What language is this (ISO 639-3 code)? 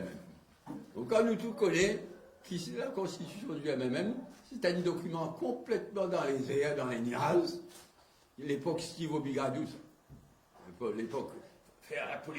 mfe